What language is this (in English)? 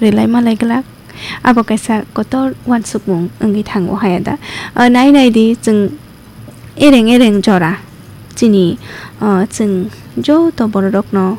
Kok Borok